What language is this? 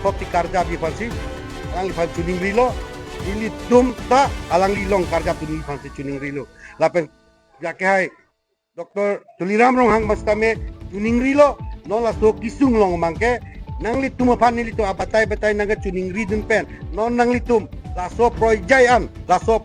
Karbi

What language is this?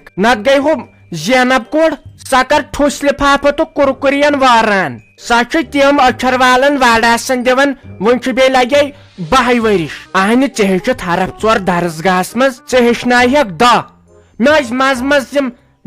Kashmiri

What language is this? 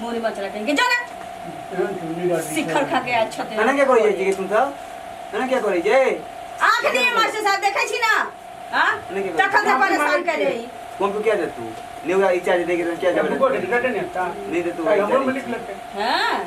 Maithili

